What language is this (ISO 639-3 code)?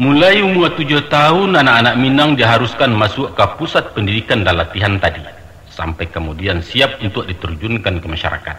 min